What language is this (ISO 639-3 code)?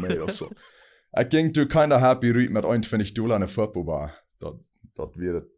pdt